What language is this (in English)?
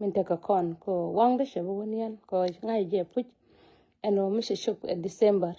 Nuer